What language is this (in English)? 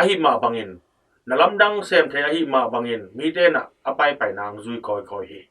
Tedim Chin